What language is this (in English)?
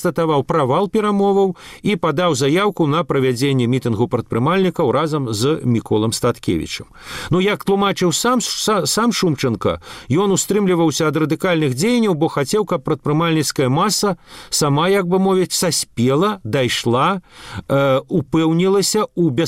Belarusian